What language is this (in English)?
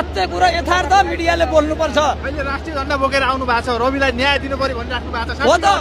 Nepali